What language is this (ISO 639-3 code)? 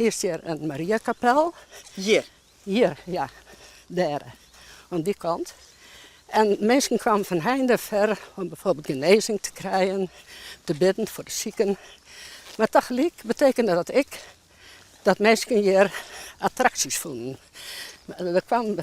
fry